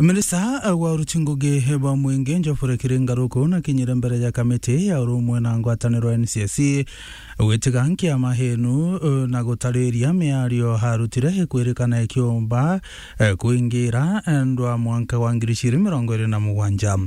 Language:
Meru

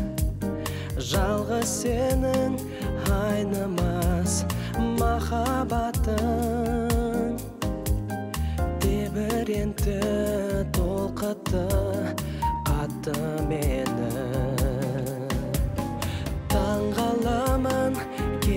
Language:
Kazakh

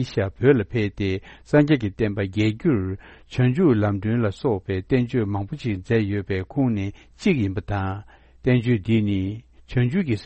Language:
Tibetan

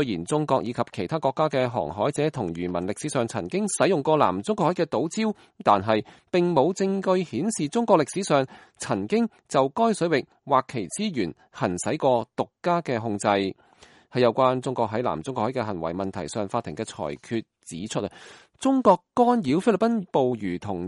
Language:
Cantonese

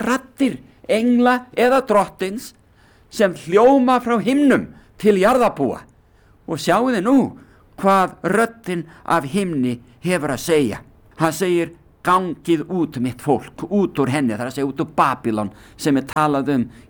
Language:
Icelandic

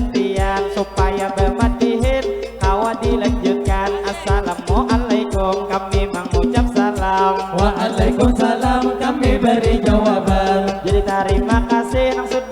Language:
Banjar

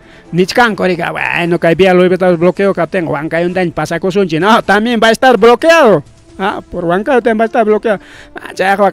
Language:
Ayacucho Quechua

